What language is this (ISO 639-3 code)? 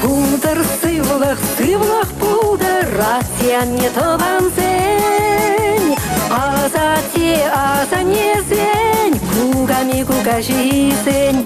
chv